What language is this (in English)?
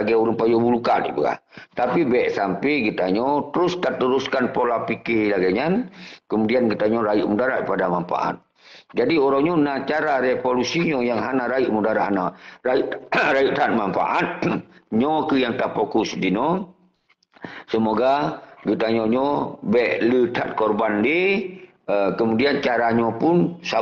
Achinese